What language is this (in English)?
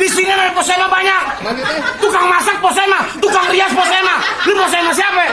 Betawi